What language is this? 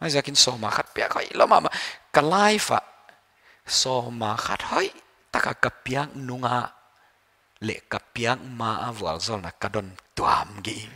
Paite Chin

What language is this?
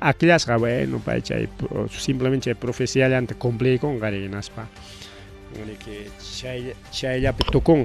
Ayacucho Quechua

